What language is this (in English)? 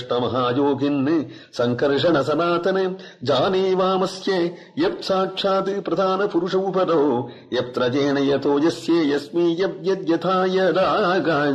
Sanskrit